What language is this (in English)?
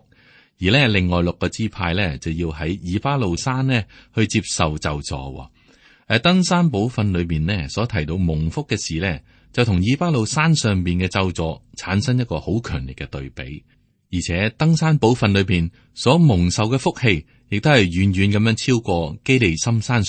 Cantonese